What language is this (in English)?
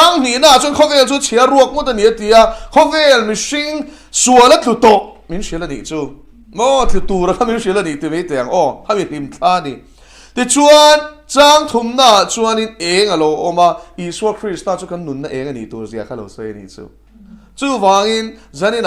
Mizo